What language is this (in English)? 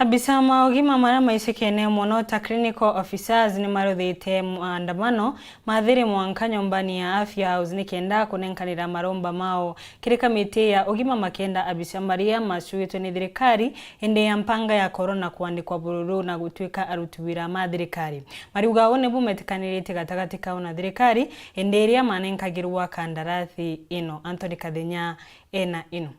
Meru